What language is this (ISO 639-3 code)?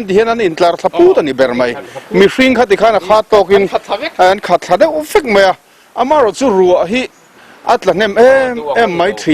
lus